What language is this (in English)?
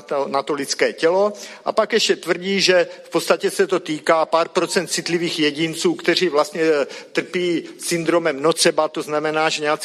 Czech